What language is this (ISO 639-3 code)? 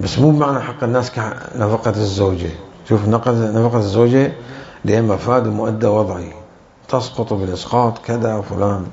acm